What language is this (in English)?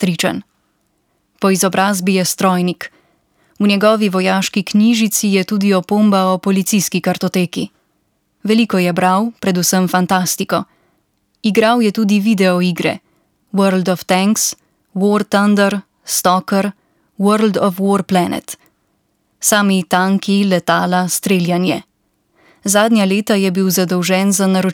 Slovenian